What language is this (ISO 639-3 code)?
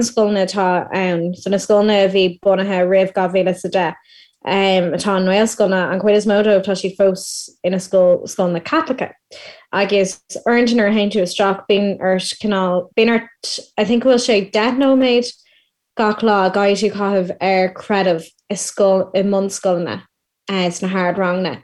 gle